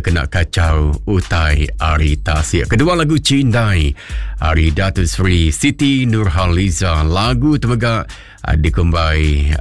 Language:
Iban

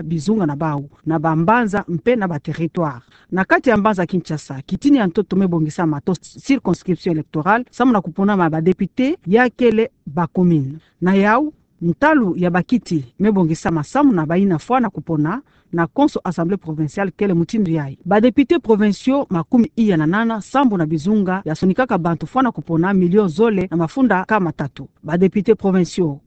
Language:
Kituba (Democratic Republic of Congo)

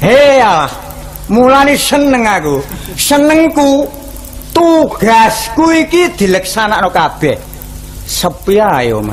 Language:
Javanese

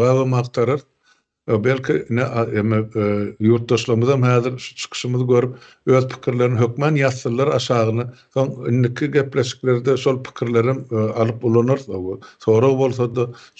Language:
Turkmen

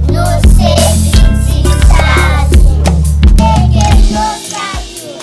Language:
Haitian Creole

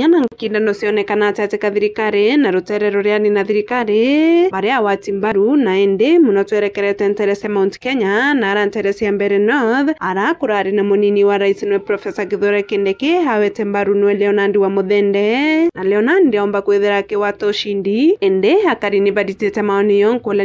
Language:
Meru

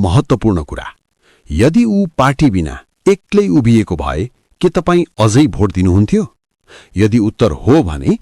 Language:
Nepali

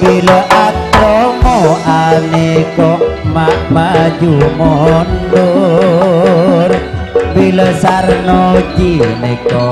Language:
Madurese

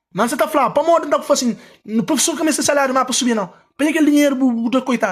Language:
Kabuverdianu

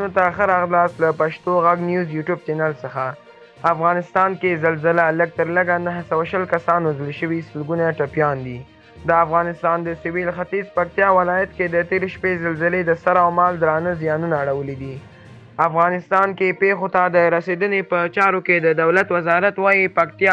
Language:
Pashto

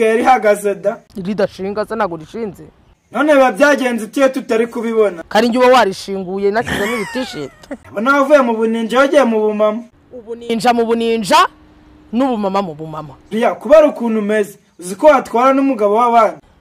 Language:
Kinyarwanda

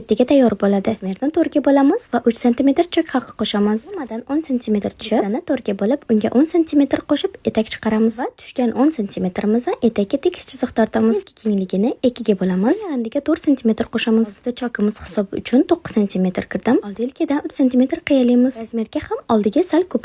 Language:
Uzbek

